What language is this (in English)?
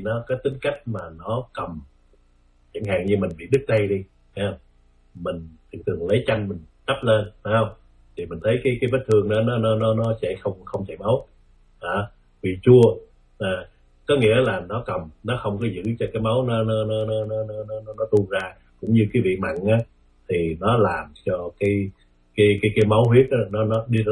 Vietnamese